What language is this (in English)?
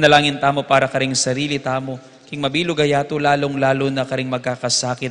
Pampanga